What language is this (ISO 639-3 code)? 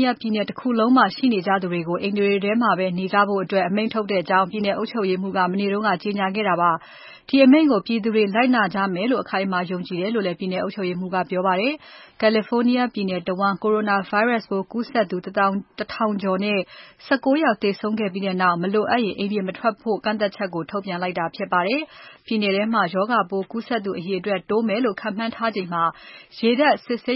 mya